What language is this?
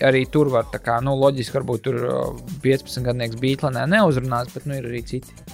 Latvian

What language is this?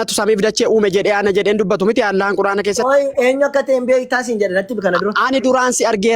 Oromo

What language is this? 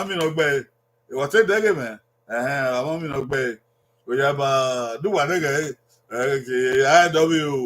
Bini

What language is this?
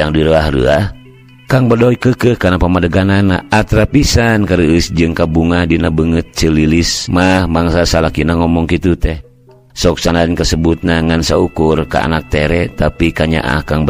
Sundanese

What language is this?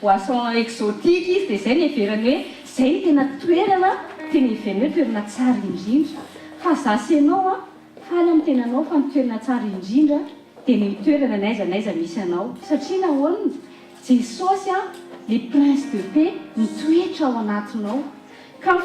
Malagasy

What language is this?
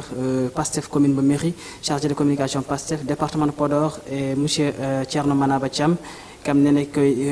Fula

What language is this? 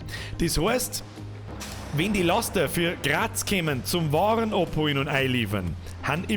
Bavarian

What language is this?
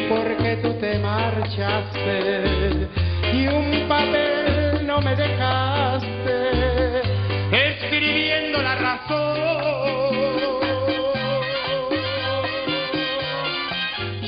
Spanish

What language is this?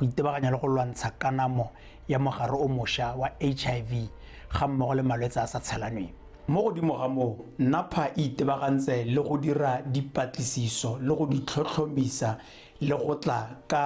Tswana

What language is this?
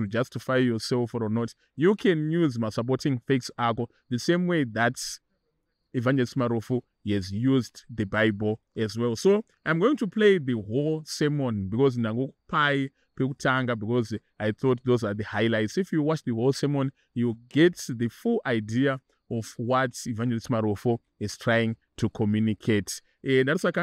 Shona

